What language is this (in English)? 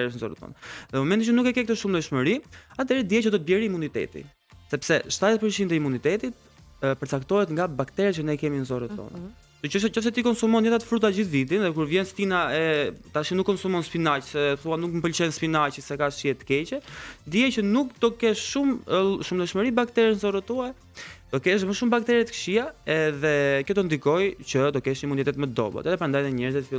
Albanian